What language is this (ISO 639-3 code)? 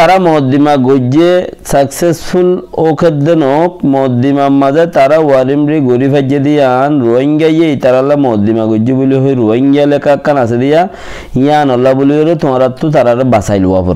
rhg